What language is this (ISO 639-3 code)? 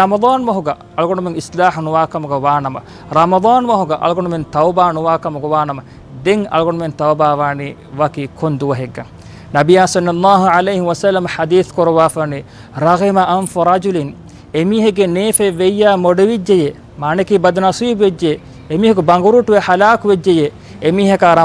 div